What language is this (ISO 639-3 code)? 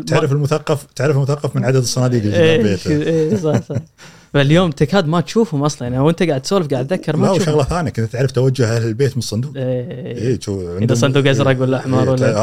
afb